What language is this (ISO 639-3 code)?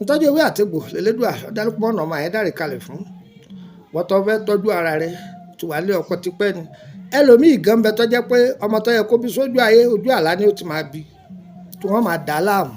yor